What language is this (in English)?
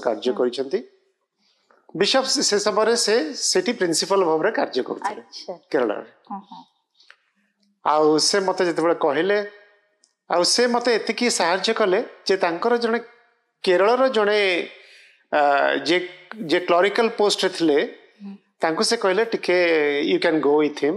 Odia